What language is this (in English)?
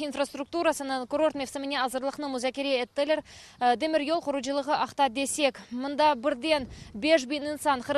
Crimean Tatar